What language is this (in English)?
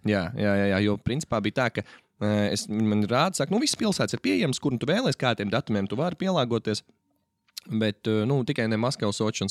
Latvian